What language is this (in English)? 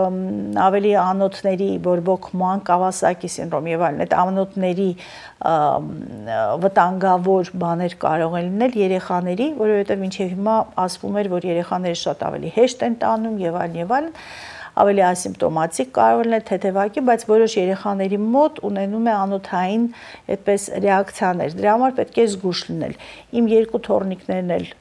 Armenian